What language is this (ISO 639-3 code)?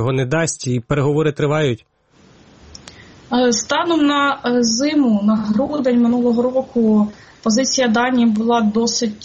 ukr